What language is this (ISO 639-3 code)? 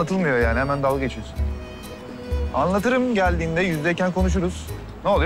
tur